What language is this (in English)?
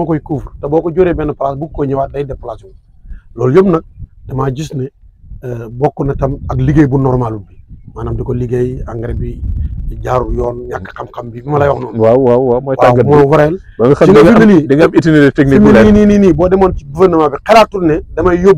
Wolof